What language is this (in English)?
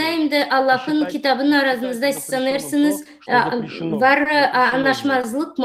Gagauz